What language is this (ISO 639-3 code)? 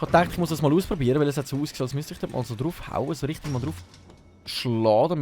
gsw